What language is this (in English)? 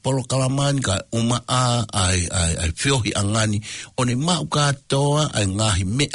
Tongan